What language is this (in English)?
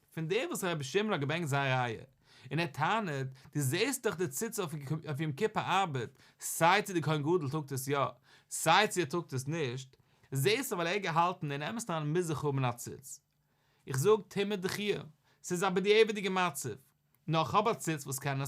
Yiddish